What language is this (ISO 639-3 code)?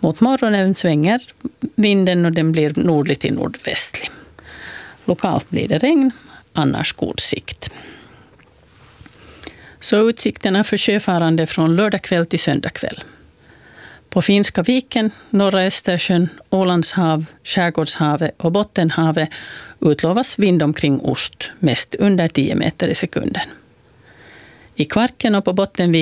swe